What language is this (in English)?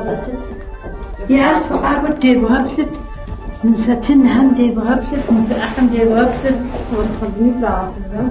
Kabardian